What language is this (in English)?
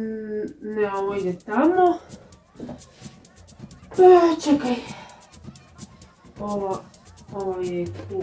Croatian